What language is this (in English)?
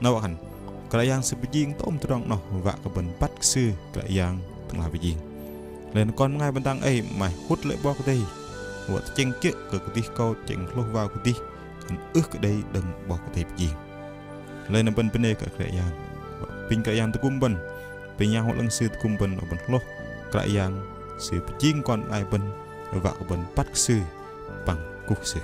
Bahnar